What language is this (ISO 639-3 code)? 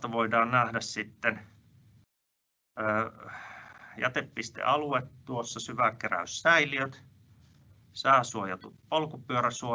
fin